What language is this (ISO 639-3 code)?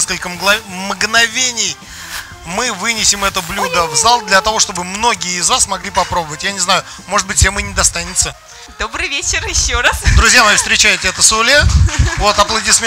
rus